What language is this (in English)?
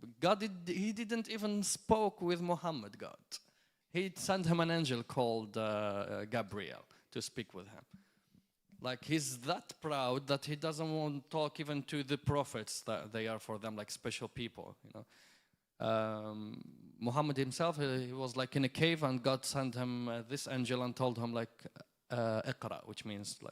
English